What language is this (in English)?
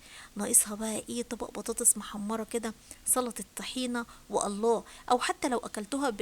Egyptian Arabic